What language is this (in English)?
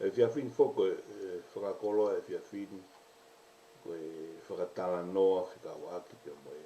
Tongan